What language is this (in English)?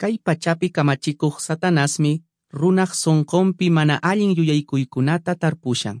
Quechua